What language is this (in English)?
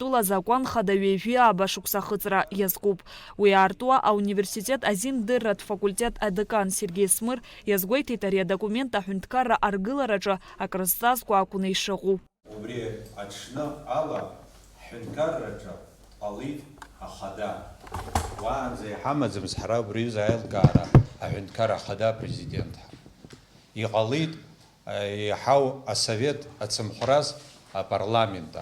Abkhazian